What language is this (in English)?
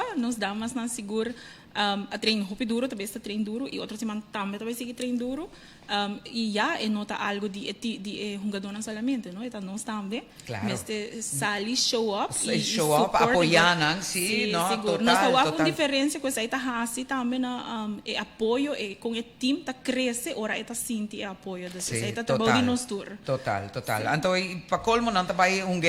Papiamento